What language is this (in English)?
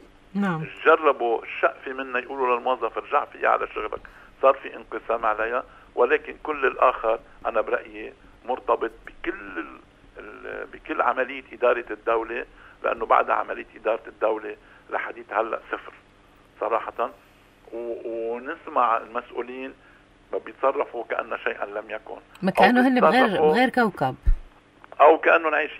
North Levantine Arabic